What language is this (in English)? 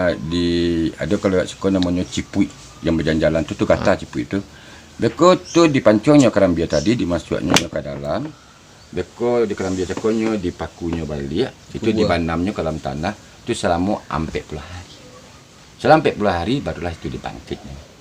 Minangkabau